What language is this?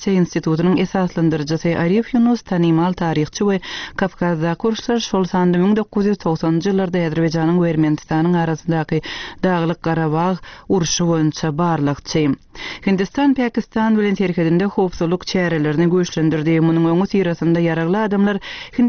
Turkmen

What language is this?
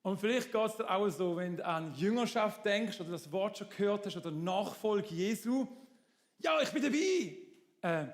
Swiss German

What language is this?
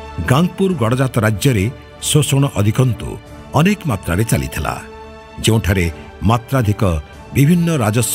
Odia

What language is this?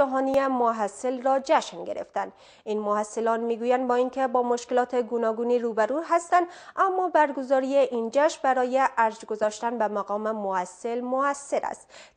Persian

